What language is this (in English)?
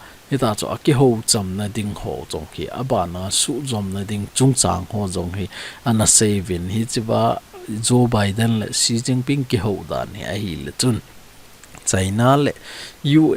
Thado Chin